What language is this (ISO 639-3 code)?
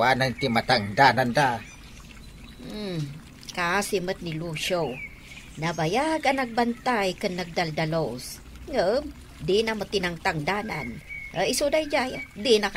ilo